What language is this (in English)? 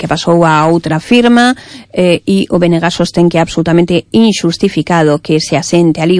Galician